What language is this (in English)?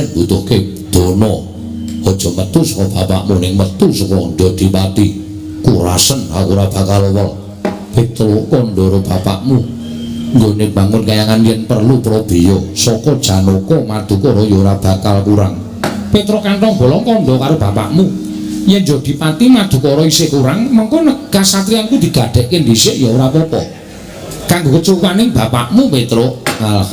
Javanese